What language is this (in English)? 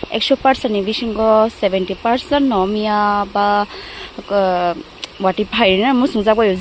Kok Borok